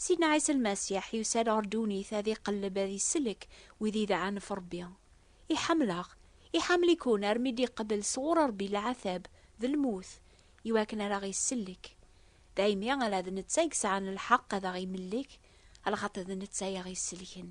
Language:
Kabyle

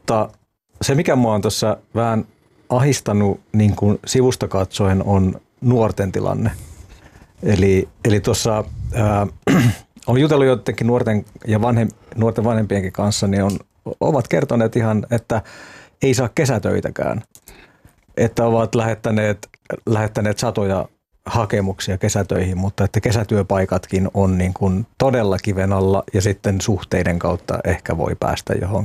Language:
Finnish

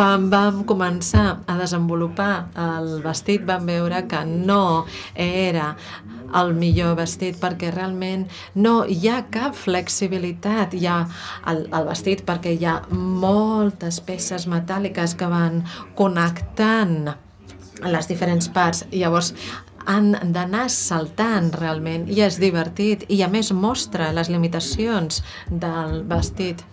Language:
Catalan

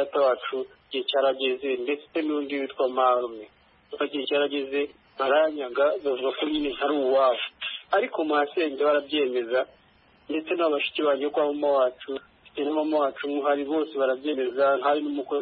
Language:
Kinyarwanda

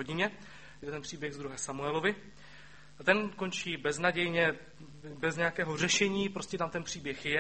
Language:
Czech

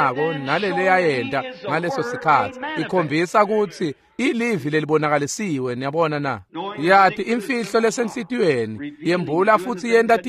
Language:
Swati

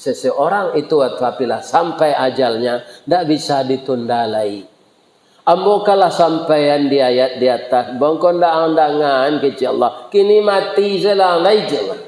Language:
Minangkabau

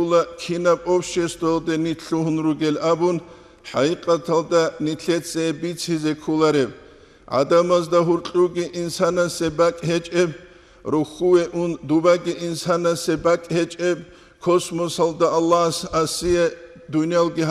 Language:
Avaric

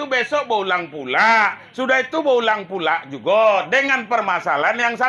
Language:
Minangkabau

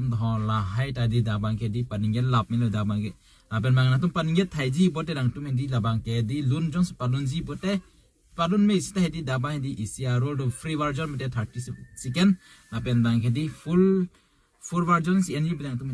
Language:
Karbi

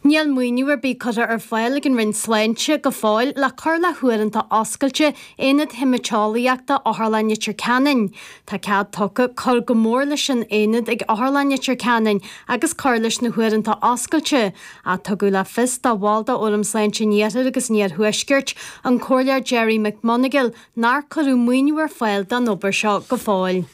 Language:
Irish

